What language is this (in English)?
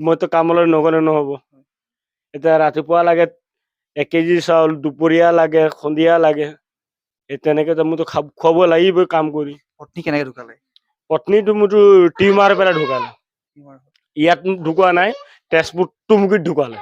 Assamese